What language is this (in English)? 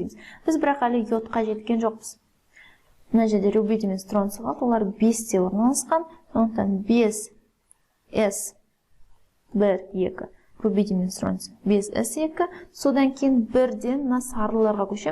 Kazakh